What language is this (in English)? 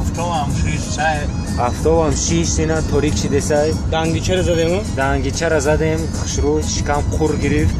Tajik